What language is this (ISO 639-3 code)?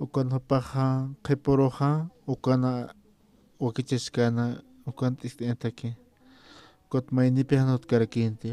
aym